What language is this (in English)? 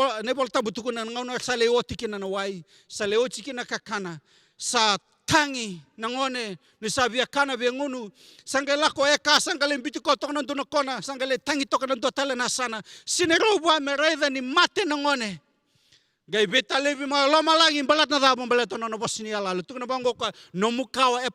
Fijian